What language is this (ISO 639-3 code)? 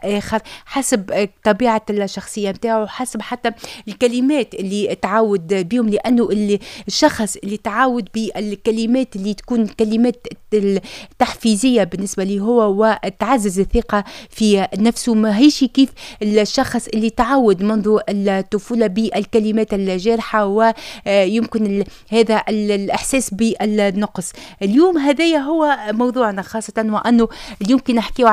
aeb